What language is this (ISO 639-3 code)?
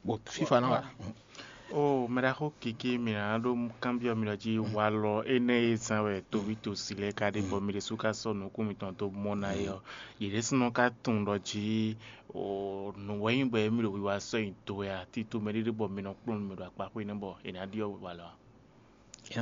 fon